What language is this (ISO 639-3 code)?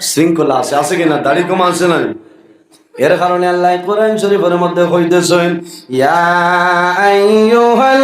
syl